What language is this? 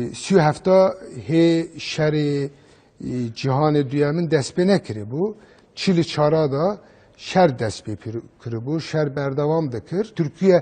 Kurdish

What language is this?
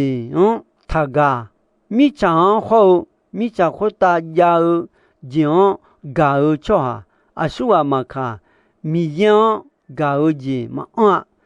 Akha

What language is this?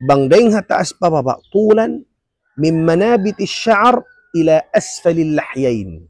Tausug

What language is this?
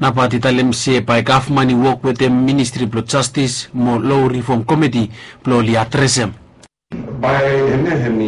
Bislama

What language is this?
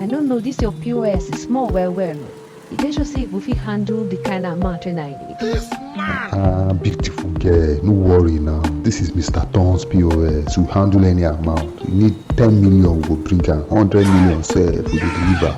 Nigerian Pidgin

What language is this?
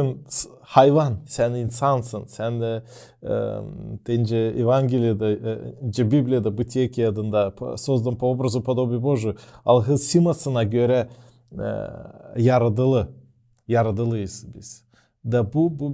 Gagauz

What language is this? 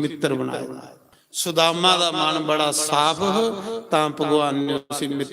Dogri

